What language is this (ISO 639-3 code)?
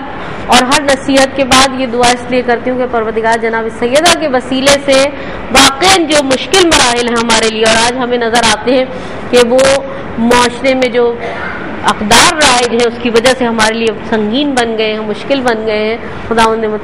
urd